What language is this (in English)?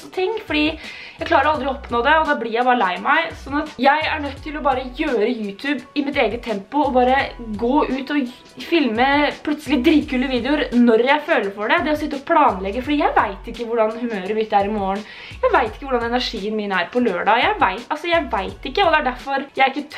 Norwegian